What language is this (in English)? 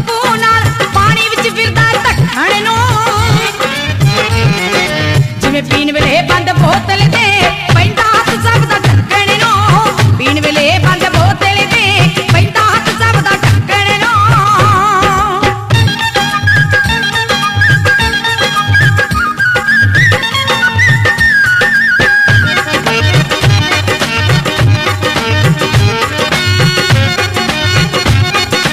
Punjabi